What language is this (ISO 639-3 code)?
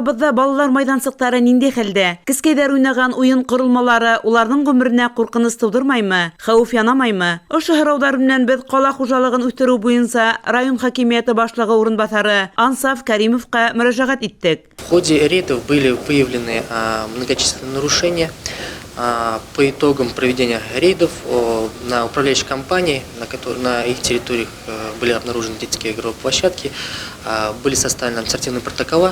bak